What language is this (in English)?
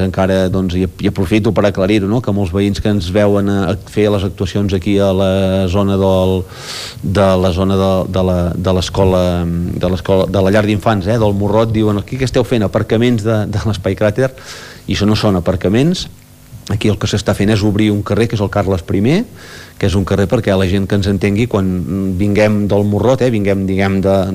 Catalan